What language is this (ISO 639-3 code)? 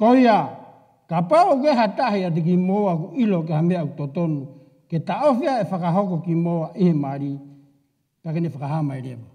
ton